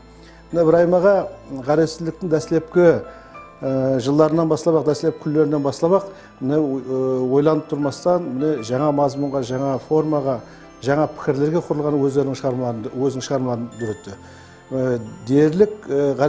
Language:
Kara-Kalpak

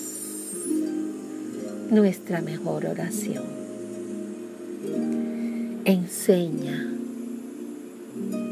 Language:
Spanish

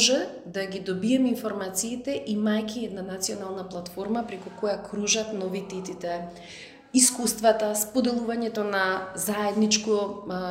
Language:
Macedonian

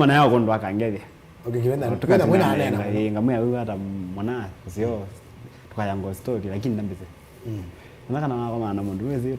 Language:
Kamba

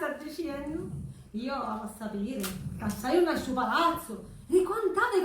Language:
Sicilian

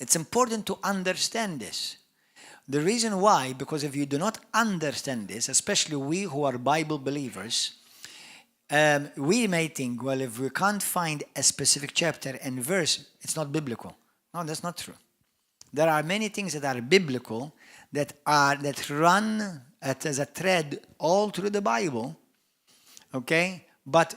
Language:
English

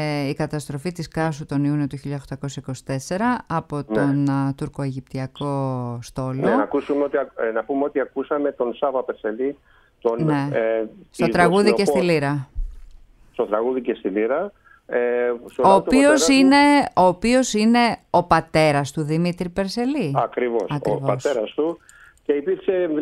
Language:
Greek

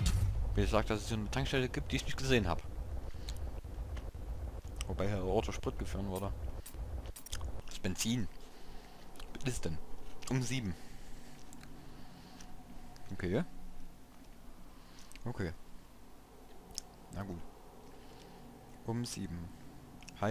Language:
German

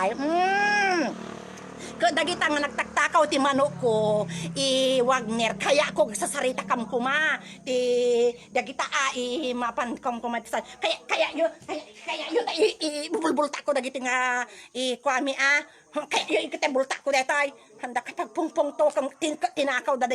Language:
Iloko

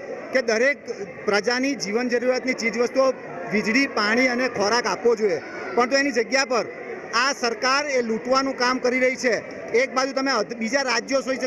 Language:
Gujarati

